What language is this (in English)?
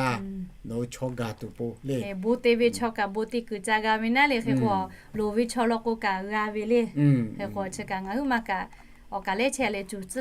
Lahu